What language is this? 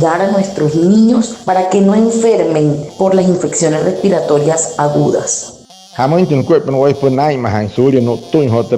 Wayuu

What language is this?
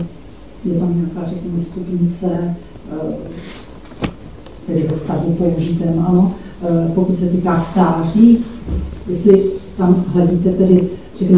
Czech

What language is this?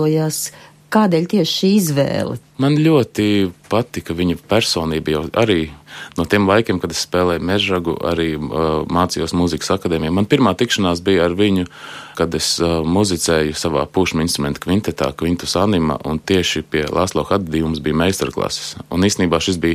Latvian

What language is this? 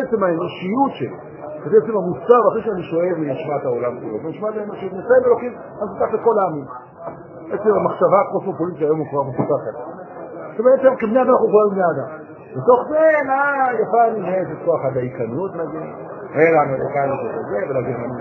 Hebrew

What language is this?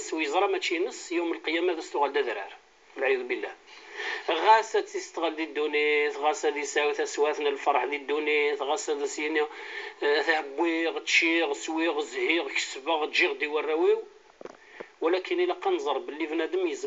Kabyle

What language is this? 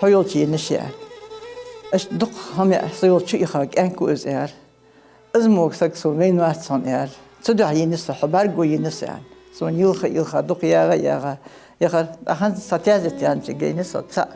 Ingush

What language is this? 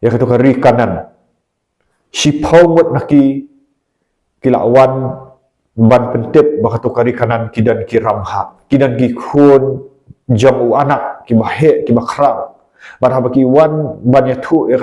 Khasi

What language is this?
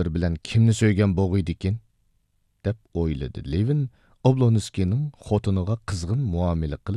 Uyghur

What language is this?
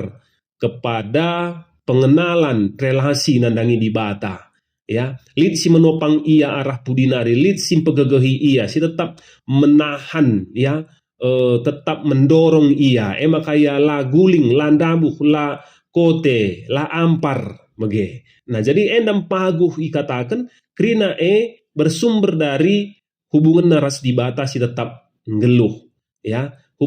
Batak Karo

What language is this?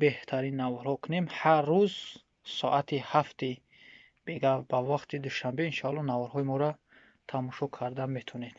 Tajik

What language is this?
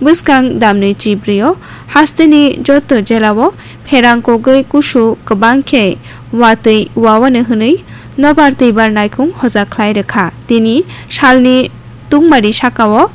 Kok Borok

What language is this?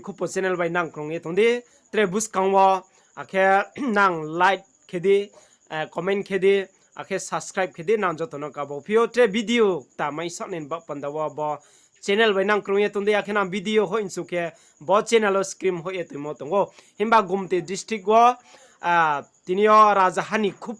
Riang (India)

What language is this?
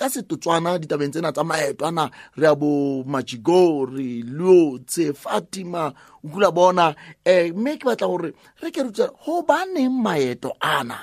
Southern Sotho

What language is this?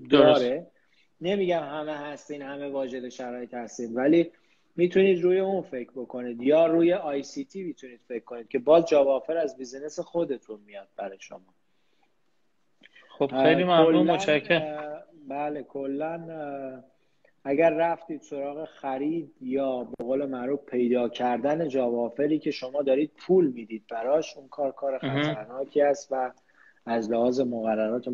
Persian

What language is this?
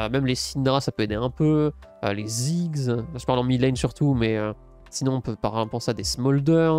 French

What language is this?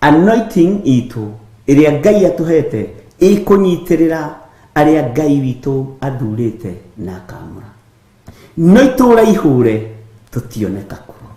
Kikuyu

